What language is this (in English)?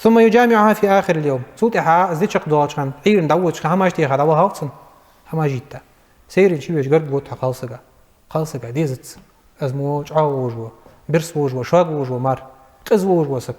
Ingush